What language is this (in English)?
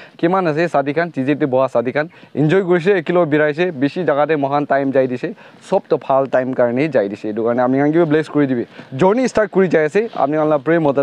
Naga Pidgin